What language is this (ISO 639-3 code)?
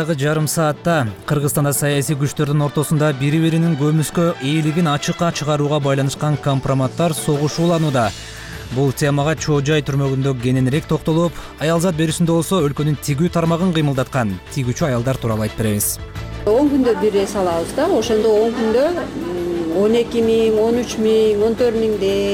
kir